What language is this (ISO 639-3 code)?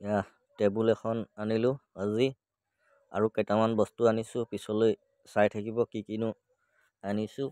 asm